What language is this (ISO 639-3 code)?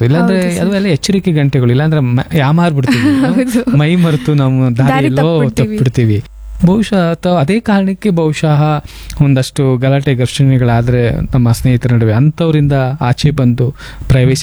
kan